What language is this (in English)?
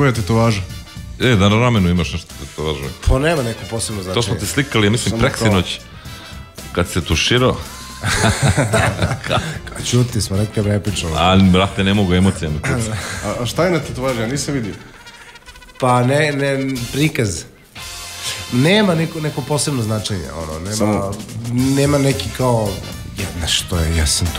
Serbian